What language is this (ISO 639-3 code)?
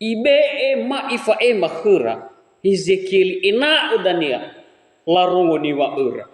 nia